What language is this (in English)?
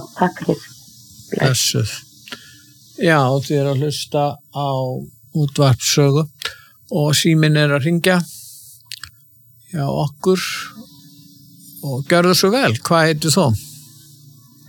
Icelandic